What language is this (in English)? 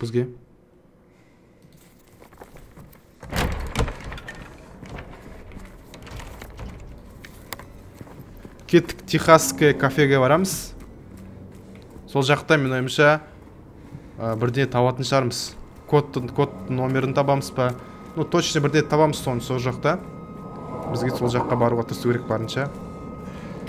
Kazakh